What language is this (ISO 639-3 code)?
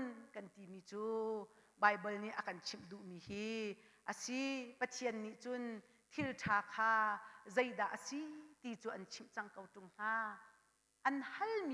cnh